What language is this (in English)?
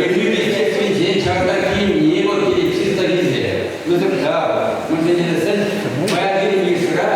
Chuvash